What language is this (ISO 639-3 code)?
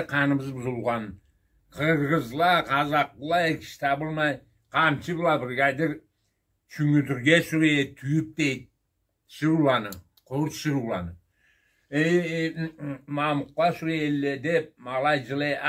krc